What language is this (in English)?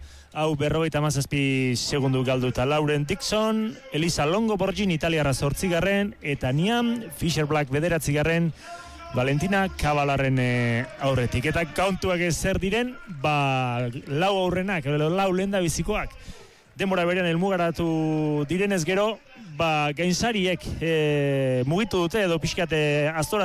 Basque